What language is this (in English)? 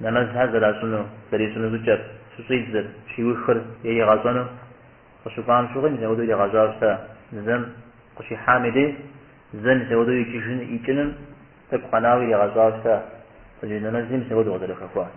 Kabardian